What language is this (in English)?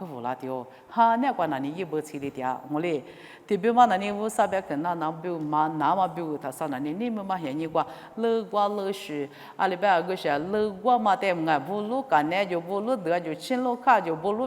Lisu